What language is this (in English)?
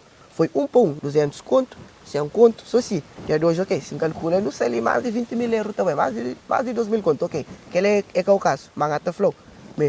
Kabuverdianu